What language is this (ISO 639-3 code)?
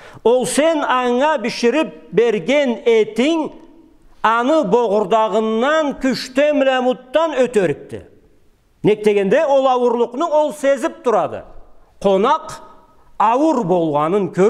krc